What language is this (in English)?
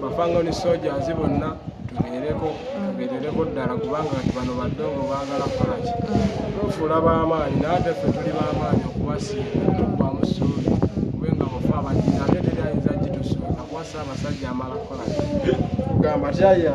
Ganda